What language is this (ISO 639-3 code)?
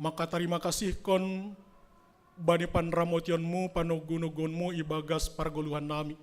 bts